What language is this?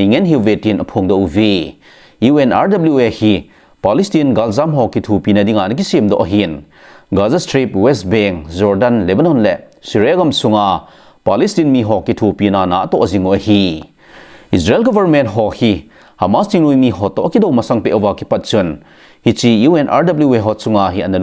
Thado Chin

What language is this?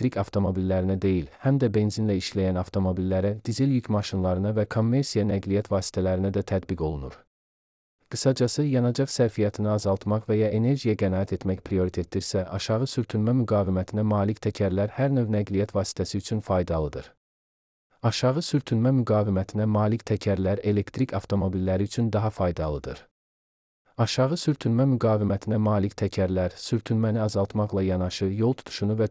Azerbaijani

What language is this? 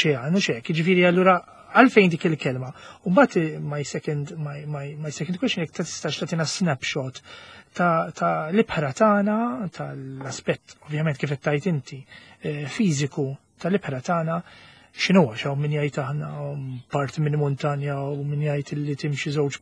Maltese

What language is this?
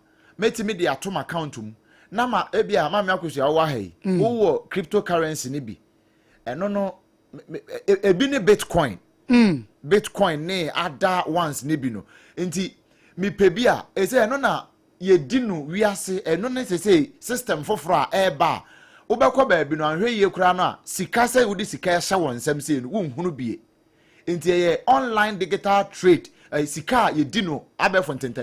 Akan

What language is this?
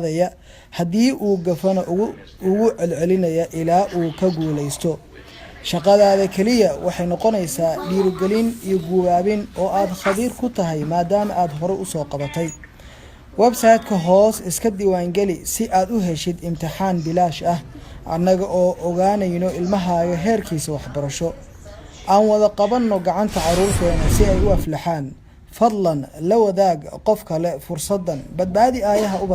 Somali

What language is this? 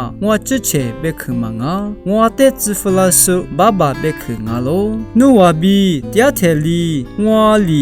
Lisu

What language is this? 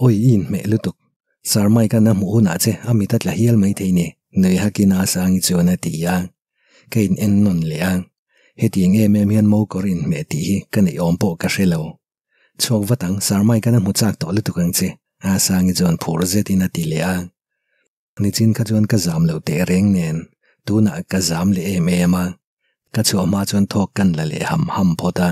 Mizo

